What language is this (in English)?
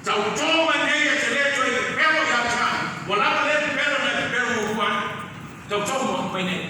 Samoan